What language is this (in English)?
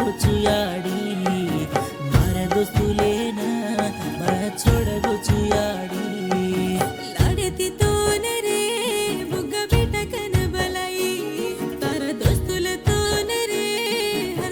Lambadi